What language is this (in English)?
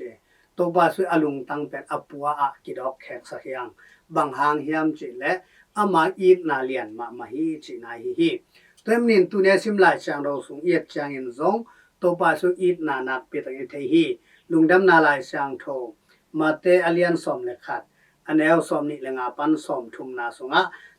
Tedim Chin